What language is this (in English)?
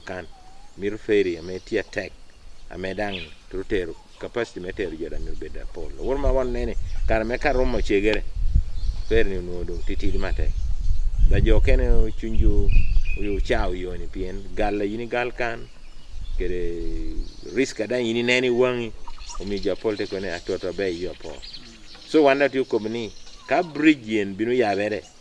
Acoli